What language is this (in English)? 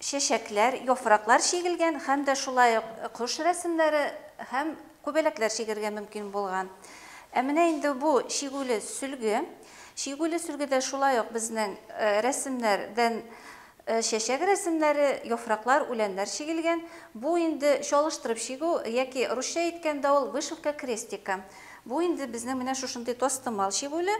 Bashkir